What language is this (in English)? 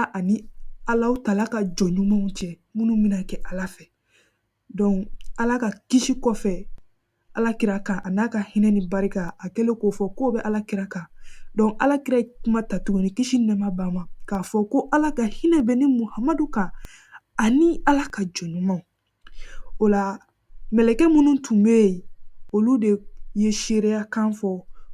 Bambara